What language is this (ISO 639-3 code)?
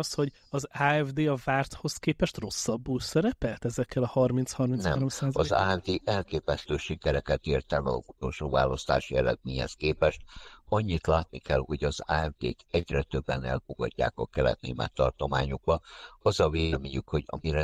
hun